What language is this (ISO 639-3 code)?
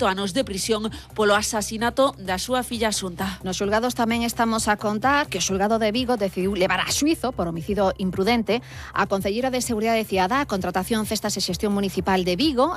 glg